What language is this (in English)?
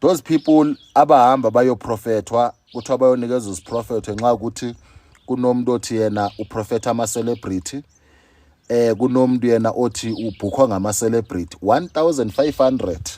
Zulu